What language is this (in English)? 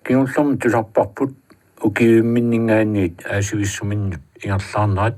Kalaallisut